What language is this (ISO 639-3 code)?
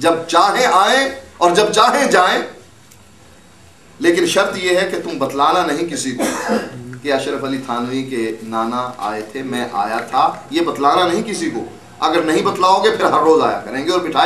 urd